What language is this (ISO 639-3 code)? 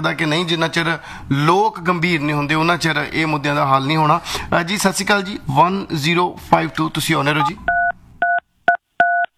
pan